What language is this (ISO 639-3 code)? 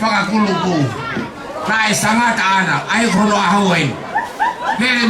ton